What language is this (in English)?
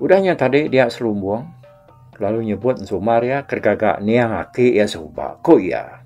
Iban